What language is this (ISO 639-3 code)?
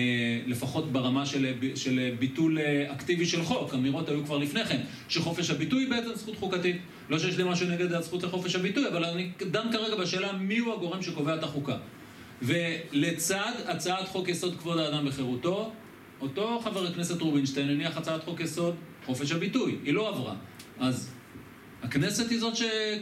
heb